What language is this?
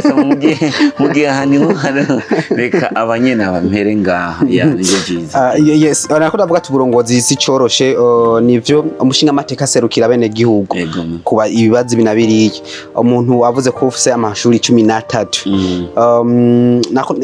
Rundi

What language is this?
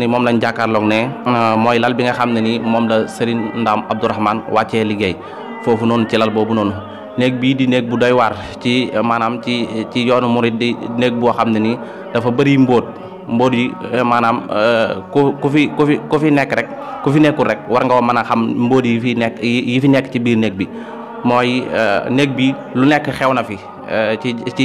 Wolof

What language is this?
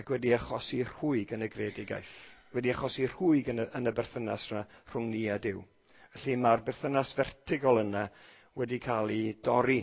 Welsh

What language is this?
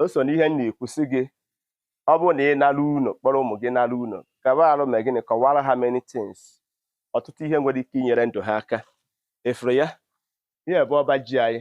Igbo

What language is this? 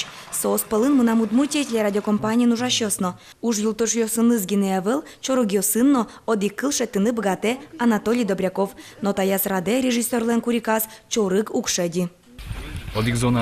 Udmurt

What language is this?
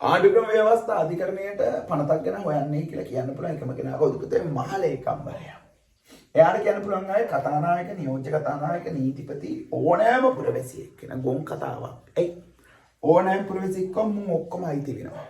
Sinhala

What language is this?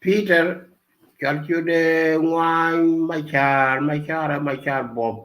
Nuer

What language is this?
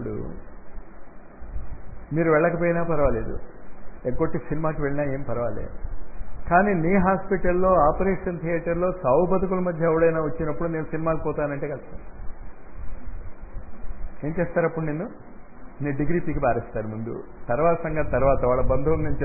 Telugu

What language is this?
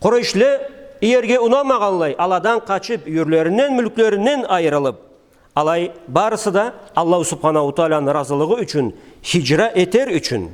Karachay-Balkar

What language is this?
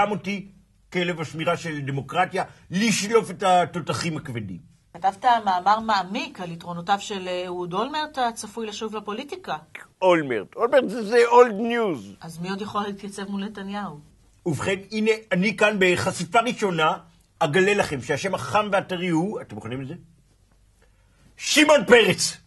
Hebrew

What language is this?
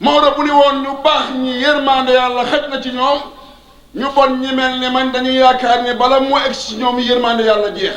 Wolof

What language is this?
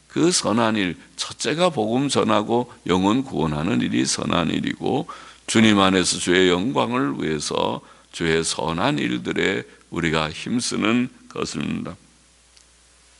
Korean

